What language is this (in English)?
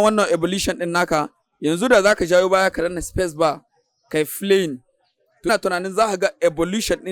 Hausa